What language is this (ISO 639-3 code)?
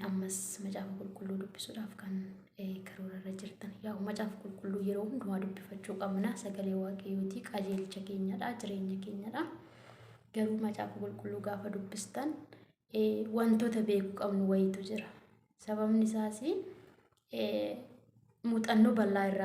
orm